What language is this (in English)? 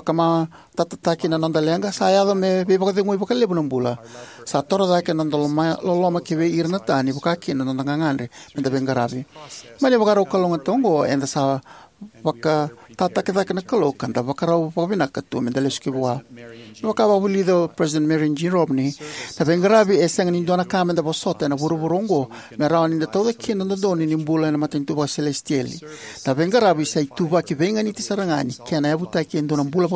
Fijian